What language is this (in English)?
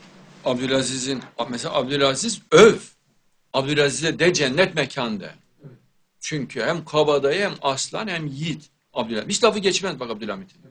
Turkish